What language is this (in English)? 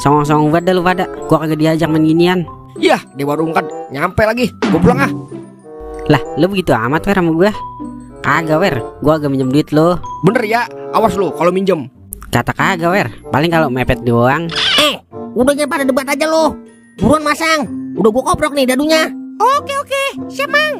Betawi